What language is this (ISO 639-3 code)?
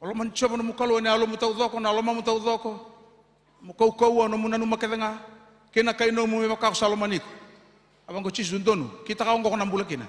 fij